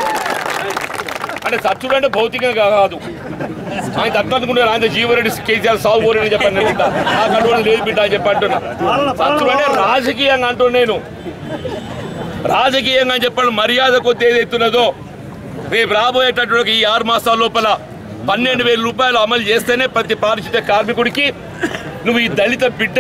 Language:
Telugu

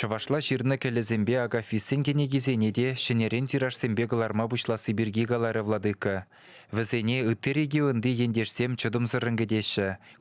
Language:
Chuvash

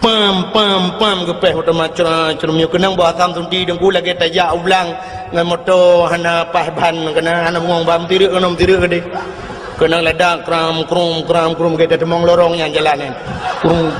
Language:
Achinese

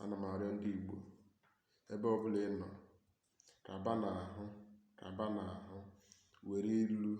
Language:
Igbo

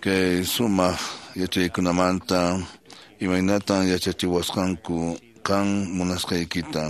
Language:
Quechua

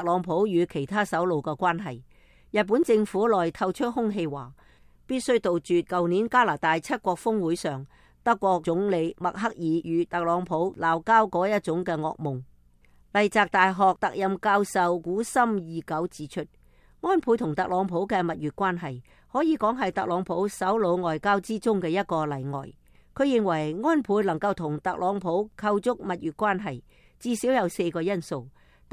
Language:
Cantonese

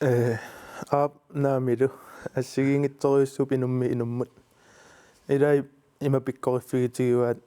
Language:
Kalaallisut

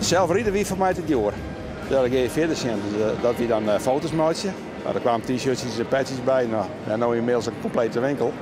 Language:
Western Frisian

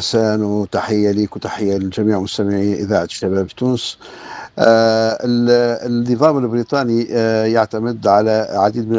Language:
Tunisian Arabic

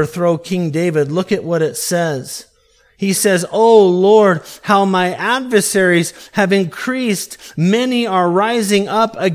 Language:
English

